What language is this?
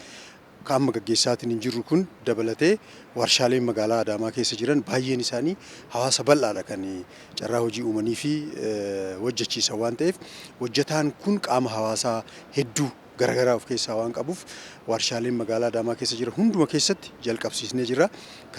Oromo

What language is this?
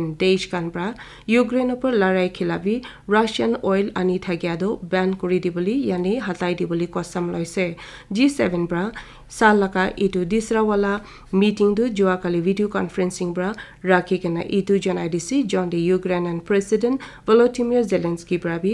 Naga Pidgin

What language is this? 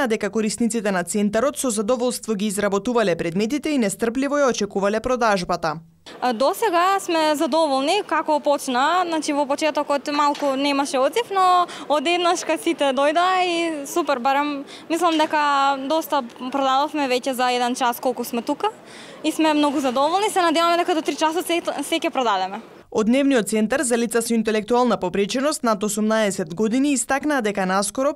Macedonian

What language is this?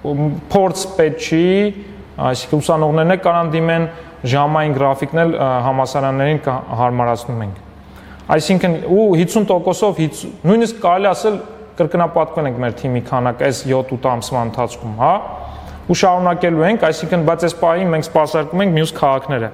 Armenian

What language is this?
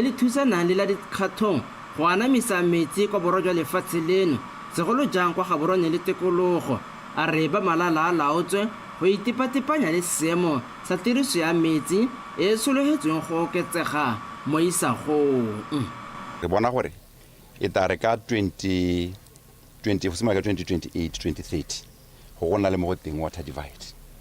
Tswana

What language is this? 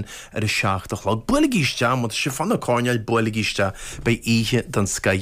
Irish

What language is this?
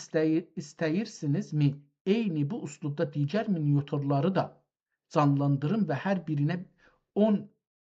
South Azerbaijani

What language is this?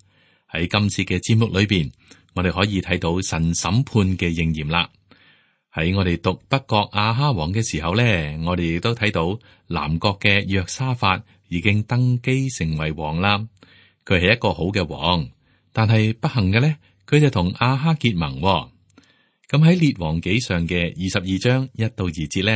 Cantonese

